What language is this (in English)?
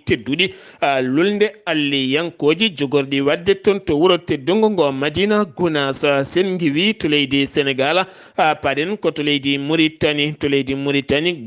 Fula